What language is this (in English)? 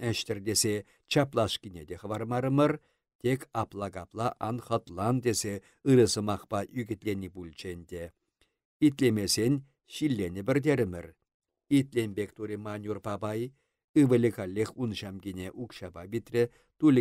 Chuvash